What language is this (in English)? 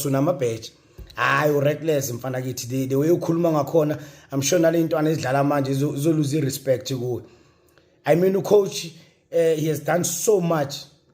Zulu